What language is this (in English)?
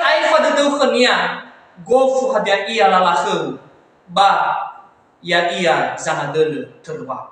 Nias